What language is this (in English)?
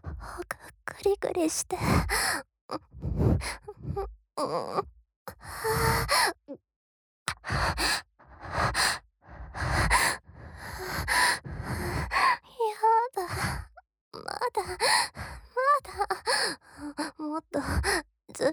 Japanese